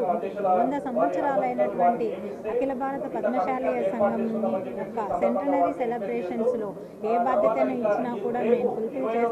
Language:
Telugu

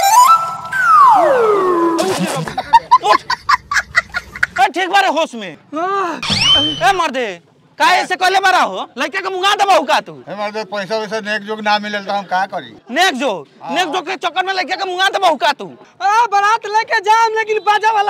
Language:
Bhojpuri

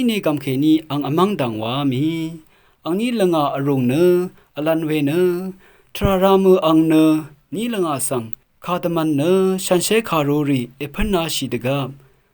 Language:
Rawang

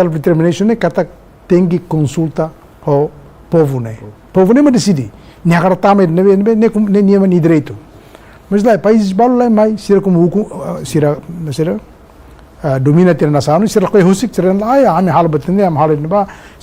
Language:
Tetum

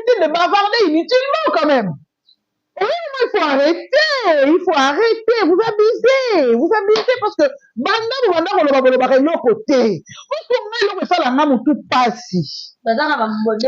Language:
Lingala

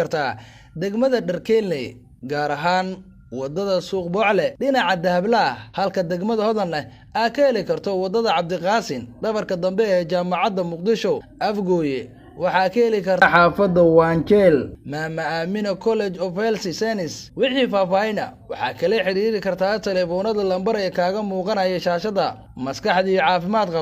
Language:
Somali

